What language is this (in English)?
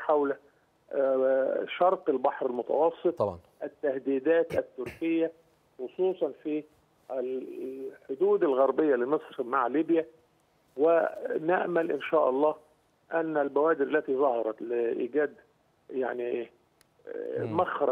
Arabic